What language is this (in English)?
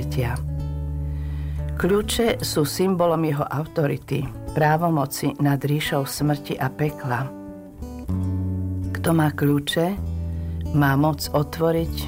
Slovak